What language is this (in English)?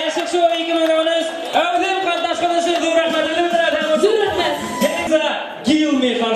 Bashkir